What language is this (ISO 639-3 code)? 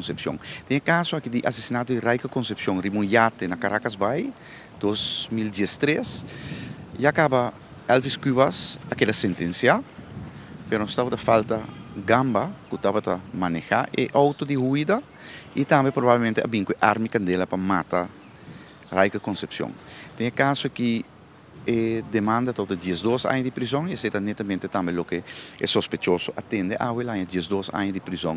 pap